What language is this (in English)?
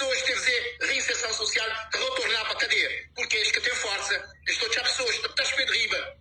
Kabuverdianu